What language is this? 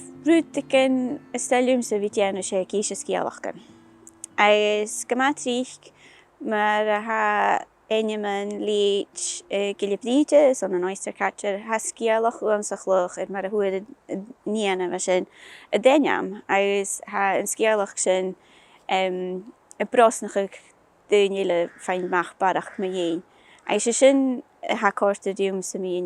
Scottish Gaelic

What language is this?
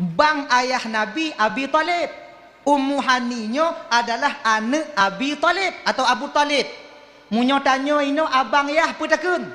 Achinese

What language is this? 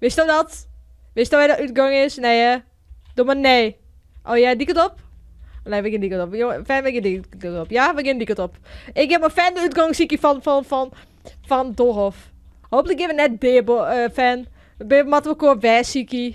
Western Frisian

